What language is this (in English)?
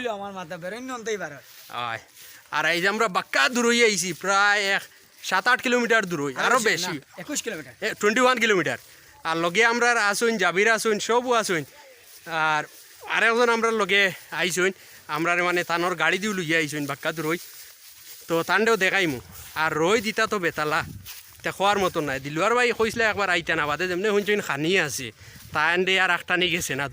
Sylheti